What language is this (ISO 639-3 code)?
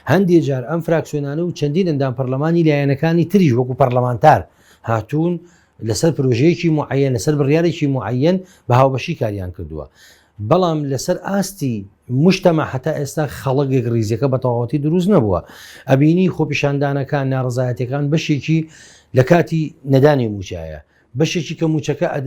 ckb